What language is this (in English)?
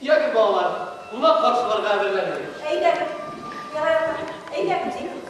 Bashkir